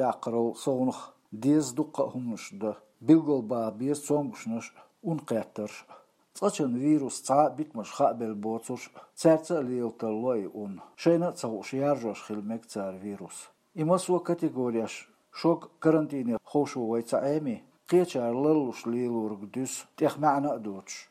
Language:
Chechen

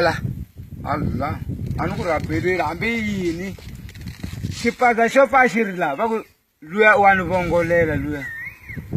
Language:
Tsonga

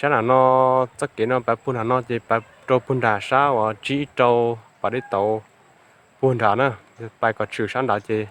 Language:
Hmong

